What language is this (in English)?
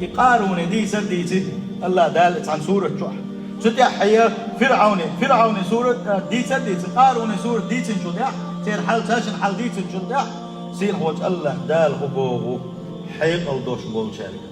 Chechen